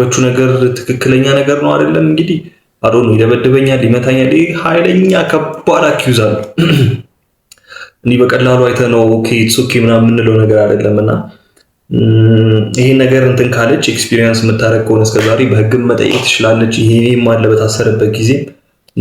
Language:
Amharic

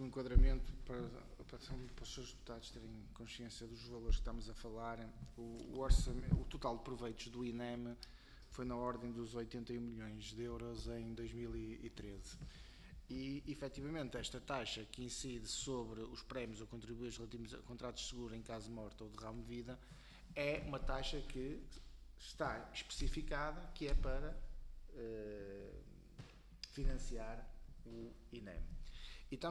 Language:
Portuguese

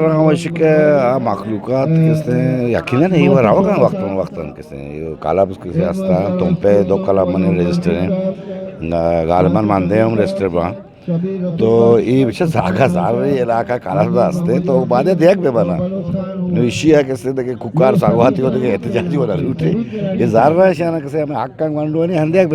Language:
Eastern Balochi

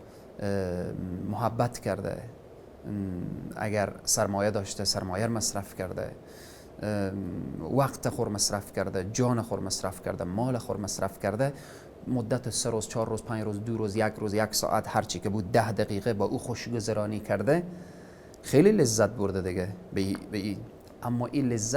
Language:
Persian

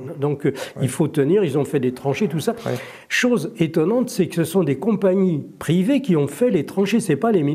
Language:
French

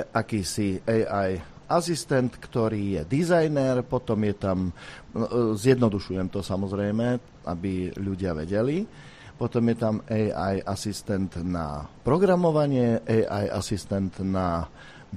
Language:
Slovak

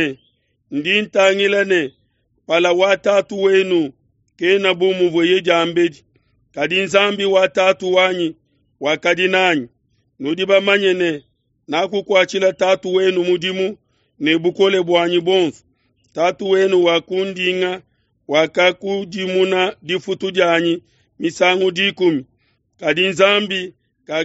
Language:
Luba-Lulua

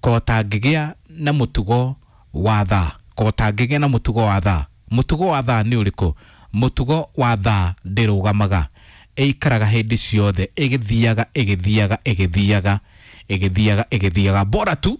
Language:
Kikuyu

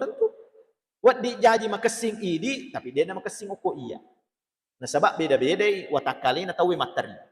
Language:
Buginese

